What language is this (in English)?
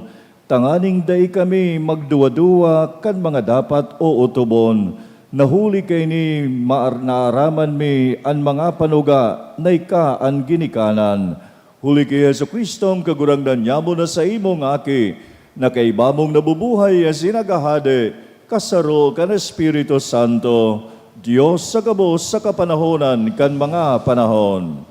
Bikol